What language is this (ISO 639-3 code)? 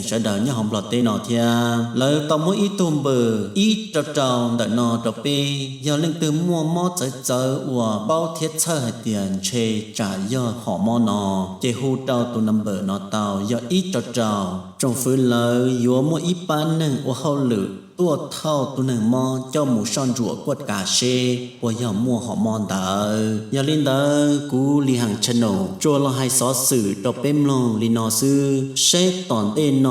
hmn